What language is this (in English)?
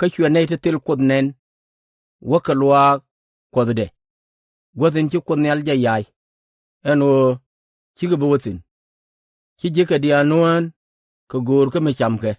Nuer